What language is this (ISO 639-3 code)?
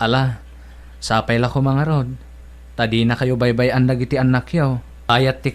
ilo